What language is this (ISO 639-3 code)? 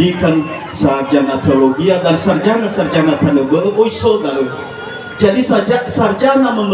nia